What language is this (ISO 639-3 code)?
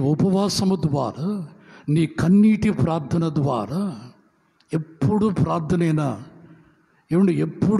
tel